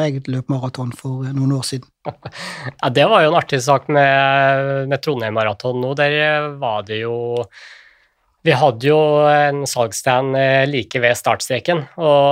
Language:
Norwegian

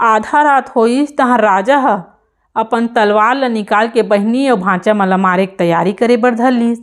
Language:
Chhattisgarhi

